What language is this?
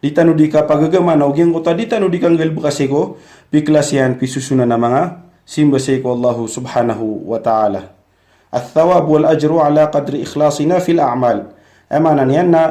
Maranao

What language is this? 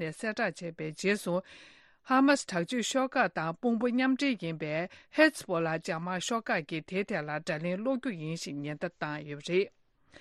Tibetan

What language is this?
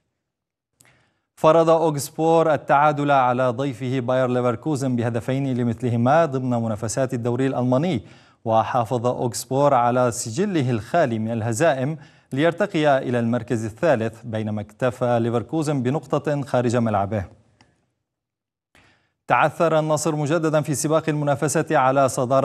Arabic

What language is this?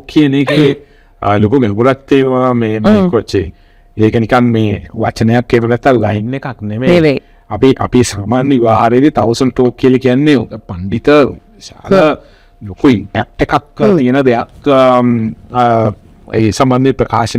Sinhala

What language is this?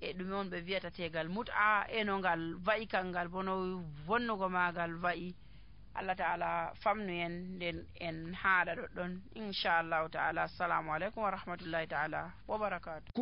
Nigerian Fulfulde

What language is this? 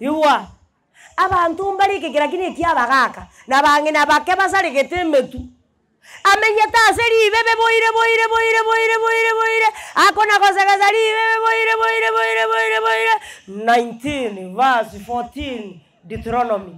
Gusii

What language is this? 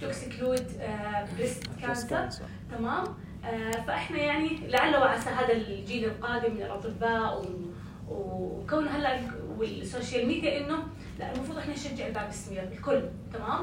North Levantine Arabic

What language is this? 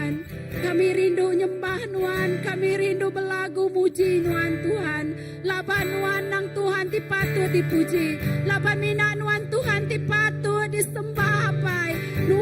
Iban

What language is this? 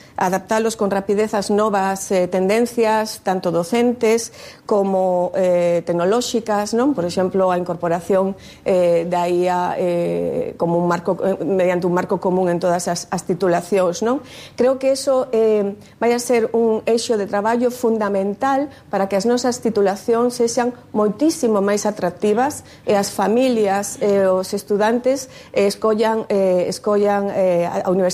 Galician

